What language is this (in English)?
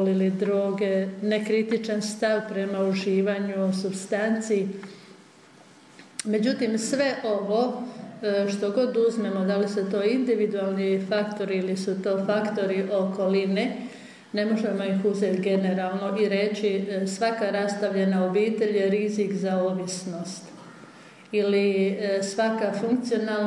Croatian